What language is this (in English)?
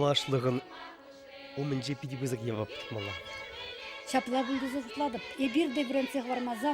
Chuvash